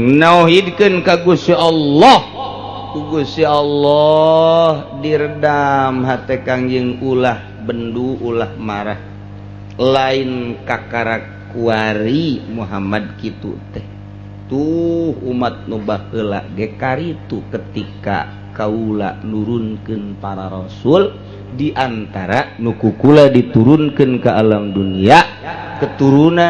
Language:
Sundanese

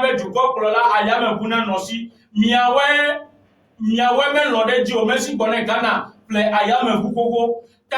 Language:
Ewe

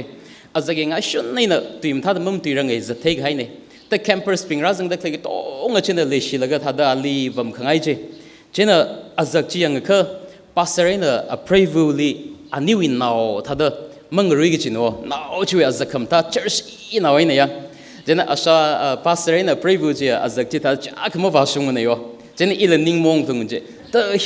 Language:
Tangkhul Naga (India)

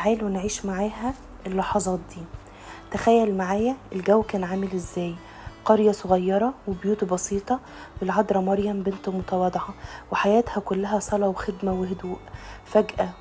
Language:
Egyptian Arabic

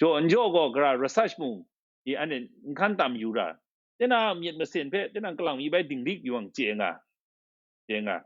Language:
Kachin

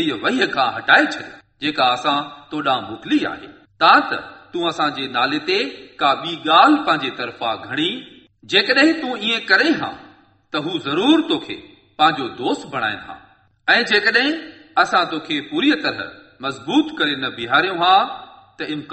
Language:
Sindhi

